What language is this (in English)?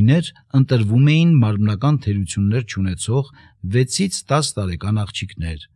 Armenian